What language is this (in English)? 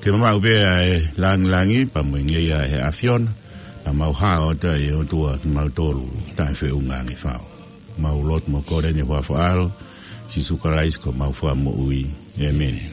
Tongan